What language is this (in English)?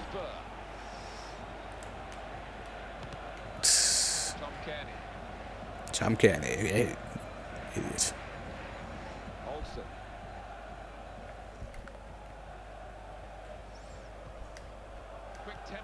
Danish